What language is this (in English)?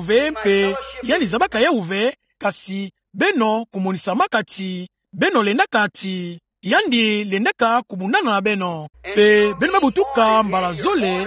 Kituba (Democratic Republic of Congo)